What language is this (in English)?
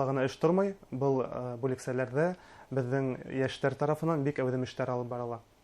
Bashkir